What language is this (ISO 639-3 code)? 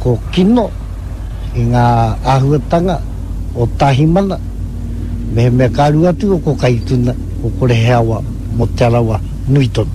mri